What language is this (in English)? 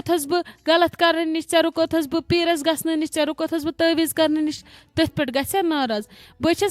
Kashmiri